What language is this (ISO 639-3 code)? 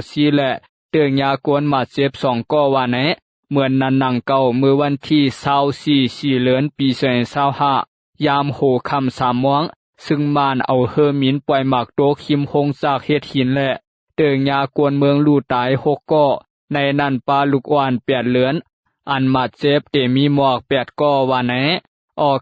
shn